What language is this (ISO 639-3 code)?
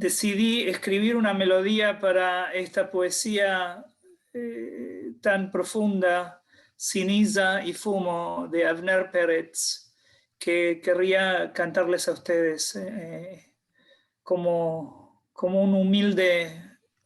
lad